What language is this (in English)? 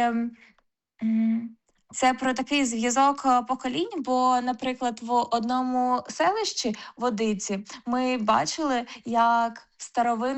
Ukrainian